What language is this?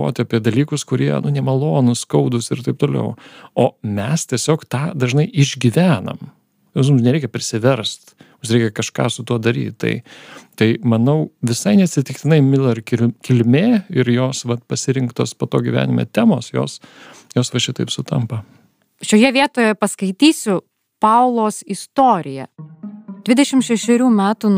Lithuanian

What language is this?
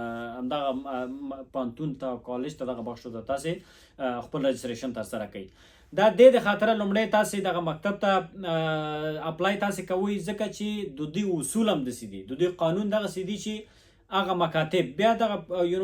Pashto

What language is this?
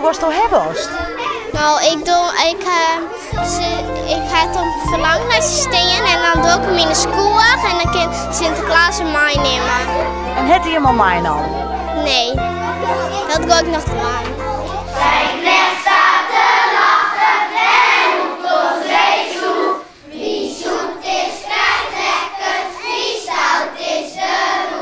Western Frisian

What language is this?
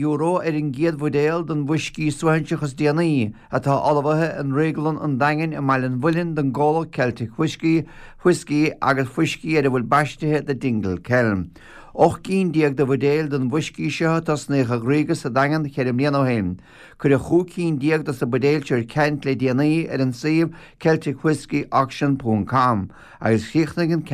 Irish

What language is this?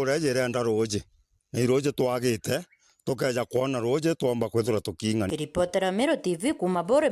Meru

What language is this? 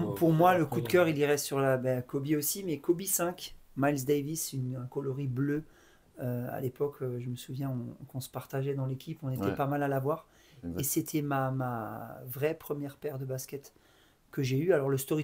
French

